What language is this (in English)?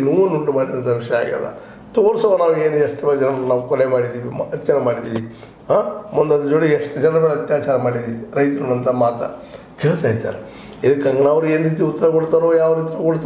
Kannada